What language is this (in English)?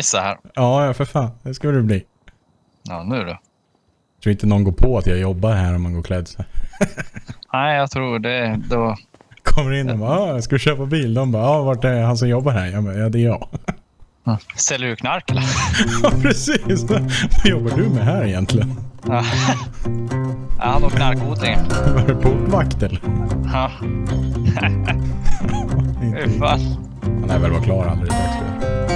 Swedish